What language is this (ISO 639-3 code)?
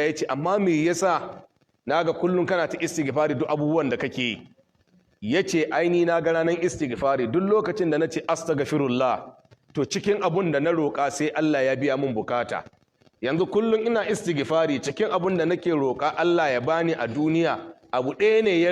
hau